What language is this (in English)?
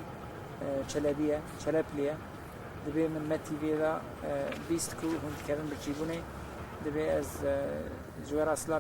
Kurdish